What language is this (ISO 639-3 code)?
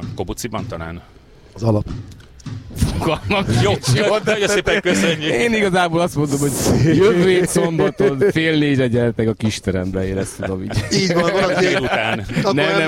hun